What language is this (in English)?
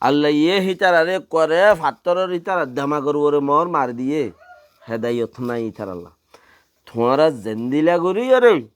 Rohingya